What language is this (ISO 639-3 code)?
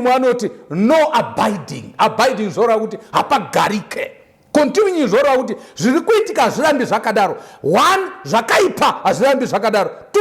sna